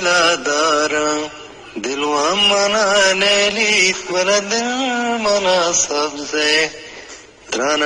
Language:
Eastern Balochi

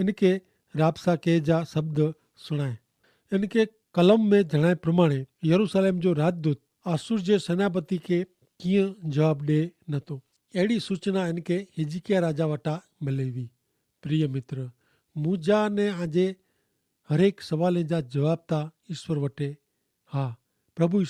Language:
Kachhi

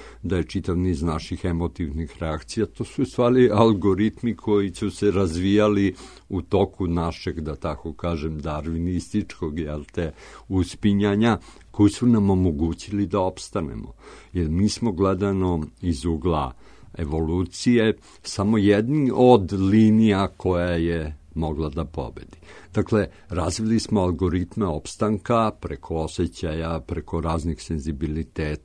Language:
Serbian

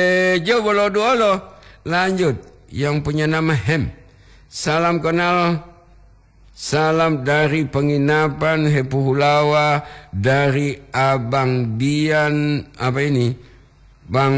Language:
Gorontalo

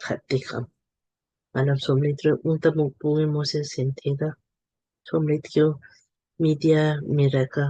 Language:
Lamkang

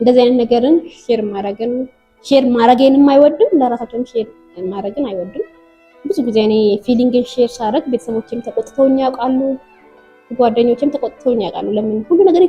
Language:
Amharic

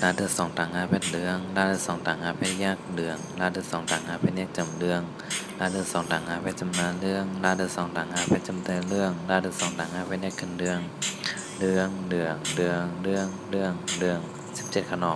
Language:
Shan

